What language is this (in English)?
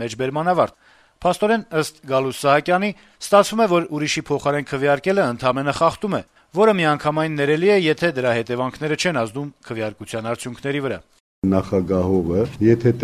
Armenian